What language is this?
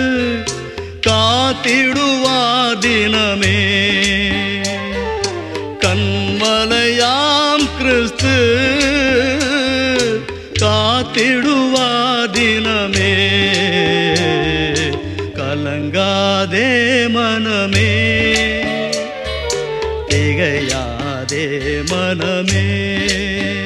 Tamil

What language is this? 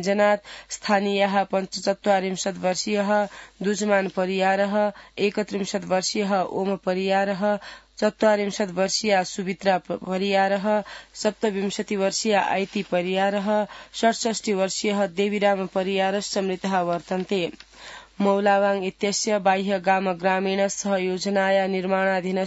Sanskrit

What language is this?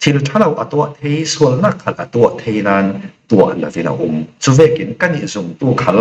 Falam Chin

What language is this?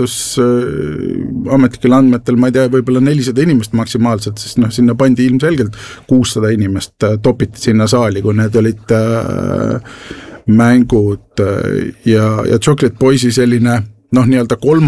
Estonian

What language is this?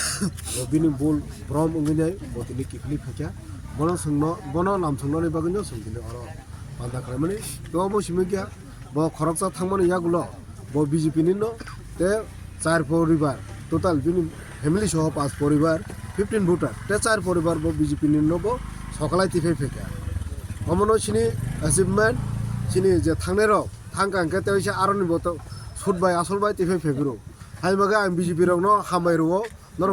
Kok Borok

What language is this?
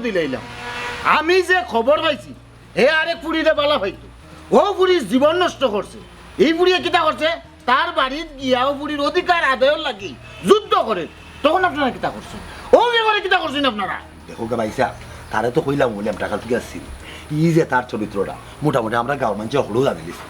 Sylheti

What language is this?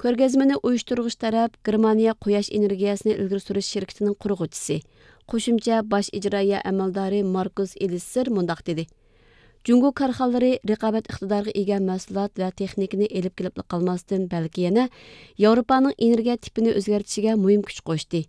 Uyghur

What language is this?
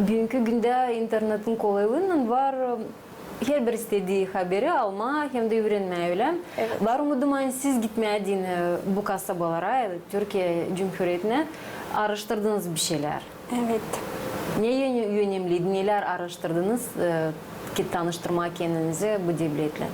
Gagauz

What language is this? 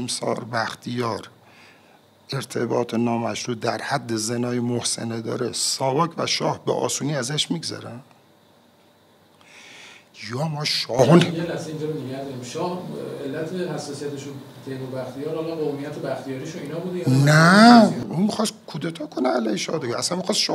Persian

